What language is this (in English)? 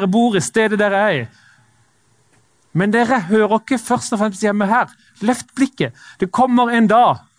Norwegian